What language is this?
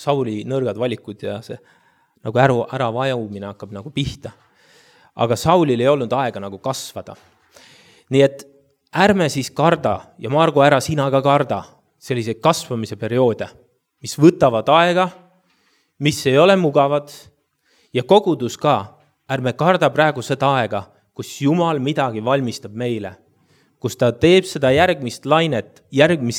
Estonian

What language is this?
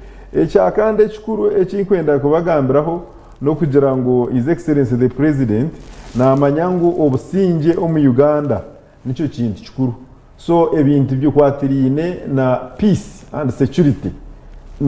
Nyankole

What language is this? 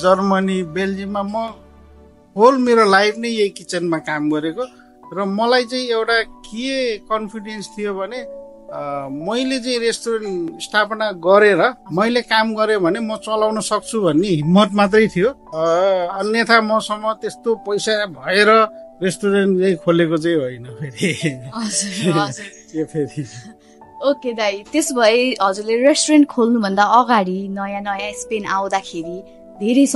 Nepali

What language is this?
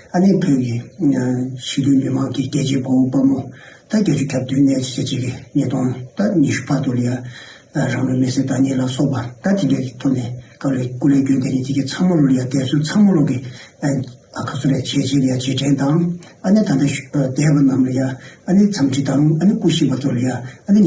Tibetan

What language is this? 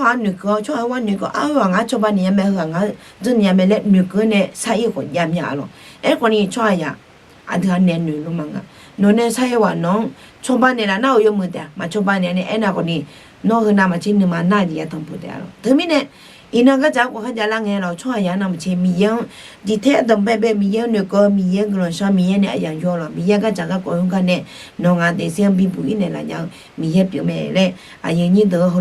Akha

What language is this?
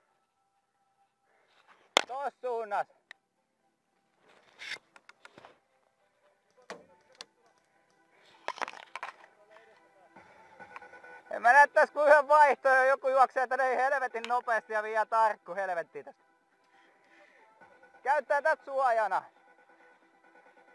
Finnish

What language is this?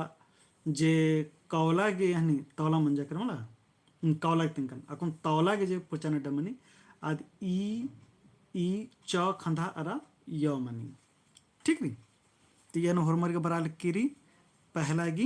Kurukh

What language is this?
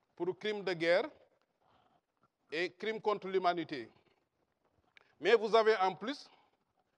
French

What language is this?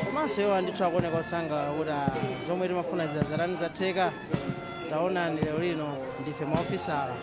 Nyanja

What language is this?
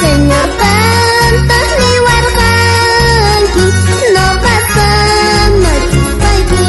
South Bolivian Quechua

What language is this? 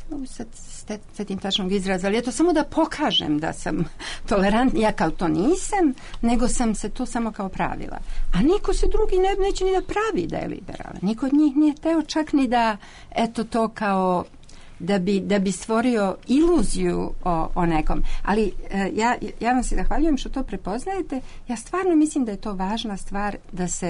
Serbian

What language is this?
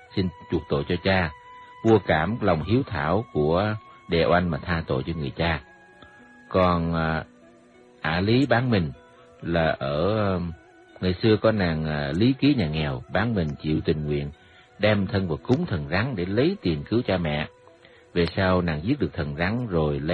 Vietnamese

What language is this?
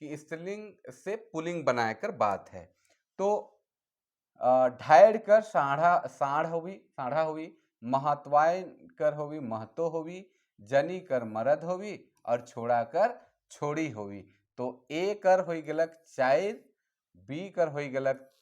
Sadri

